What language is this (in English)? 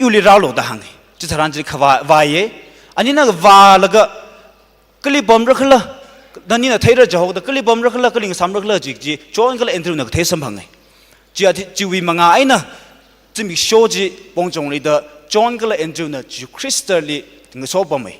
Tangkhul Naga (India)